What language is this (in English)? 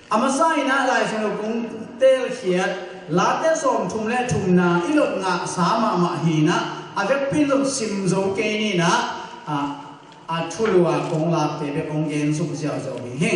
Tedim Chin